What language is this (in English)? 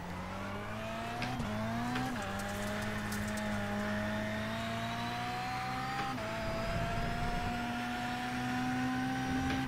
English